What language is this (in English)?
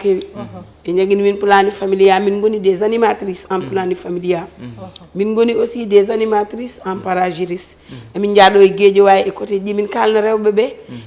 Fula